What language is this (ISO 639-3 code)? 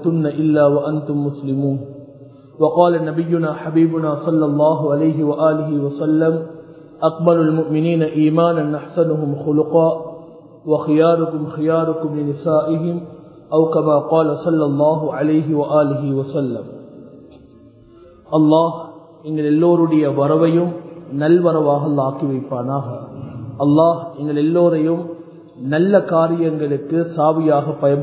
tam